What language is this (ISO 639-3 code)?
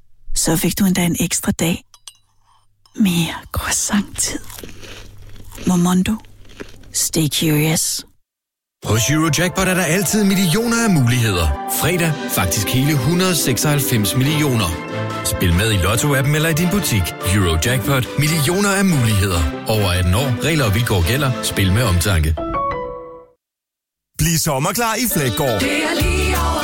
dan